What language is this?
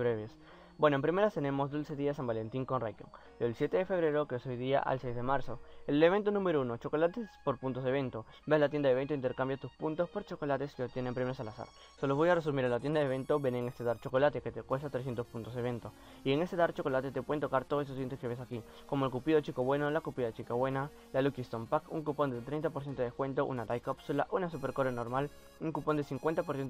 Spanish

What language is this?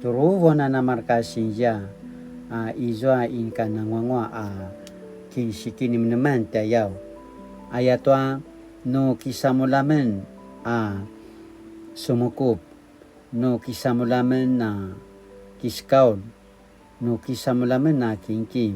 Paiwan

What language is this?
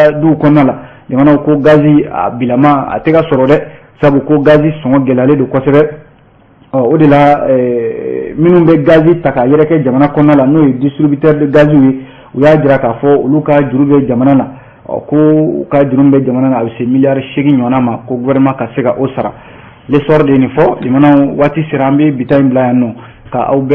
Bambara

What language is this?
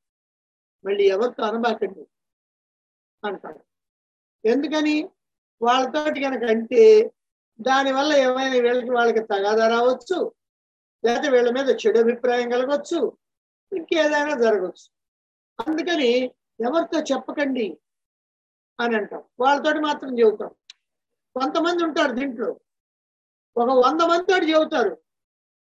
Telugu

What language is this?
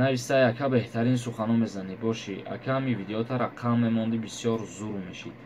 Tajik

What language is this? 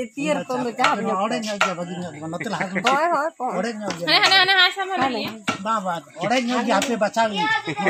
Santali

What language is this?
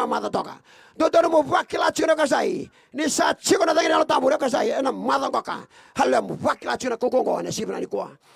Fijian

